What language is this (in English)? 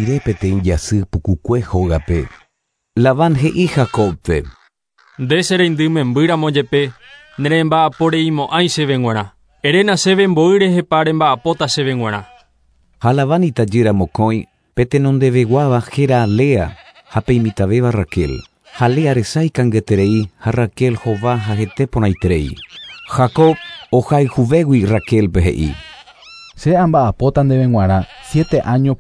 Guarani